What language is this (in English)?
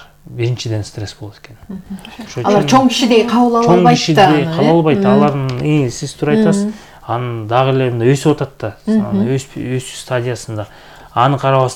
Kyrgyz